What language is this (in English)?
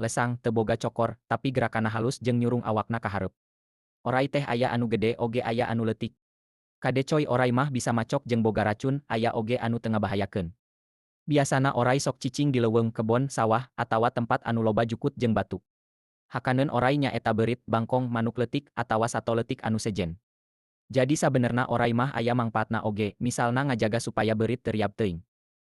Sundanese